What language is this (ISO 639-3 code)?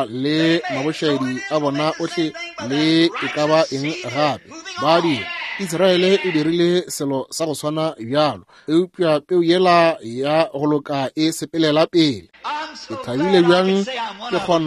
nso